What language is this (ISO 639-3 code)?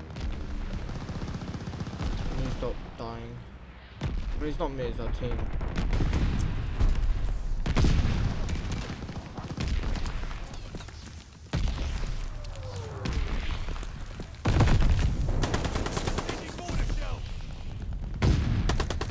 eng